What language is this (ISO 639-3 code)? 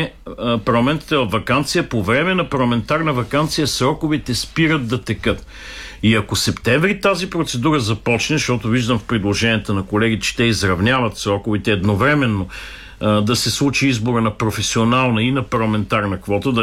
bul